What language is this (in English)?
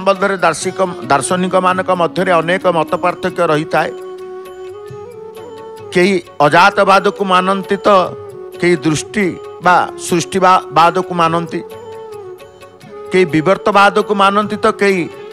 Odia